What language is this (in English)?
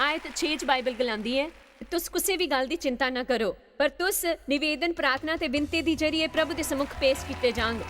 Dogri